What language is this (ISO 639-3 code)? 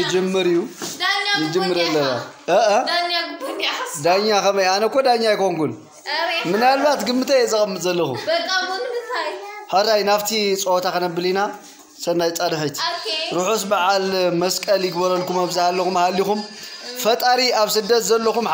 tir